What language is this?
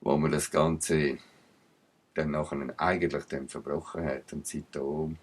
Swiss German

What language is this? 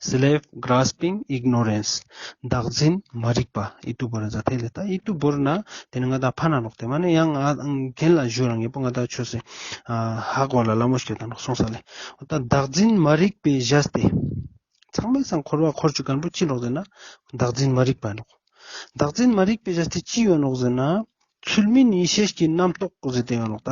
Ladakhi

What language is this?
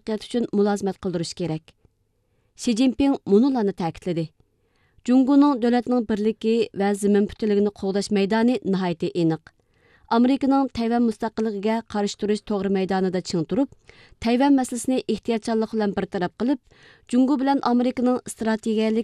Uyghur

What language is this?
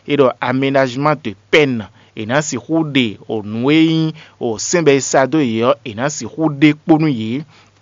Fon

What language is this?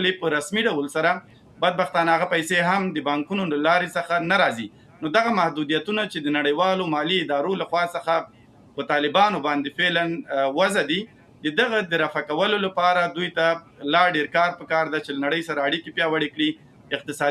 Pashto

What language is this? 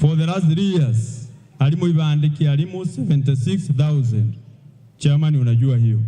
Meru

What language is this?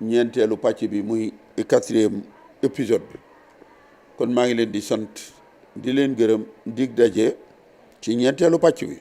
Wolof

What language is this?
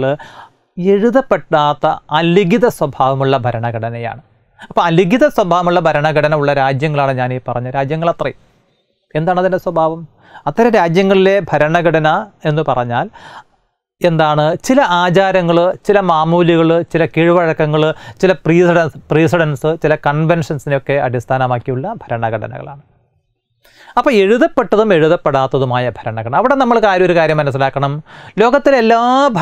Malayalam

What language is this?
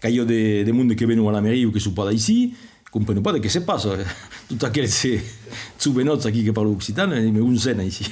Occitan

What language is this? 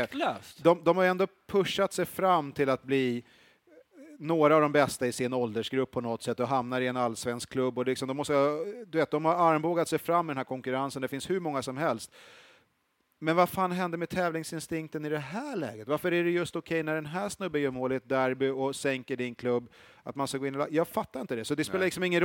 Swedish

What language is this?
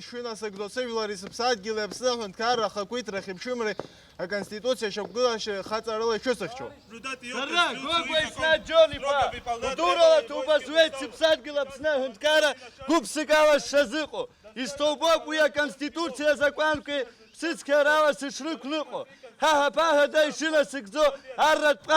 Abkhazian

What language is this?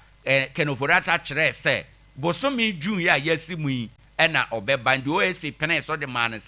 Akan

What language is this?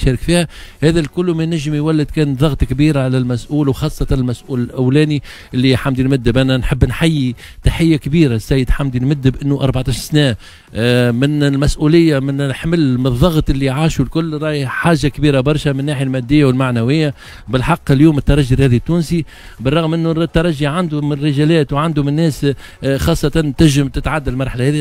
Tunisian Arabic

